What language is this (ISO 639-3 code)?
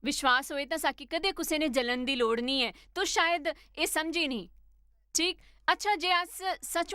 doi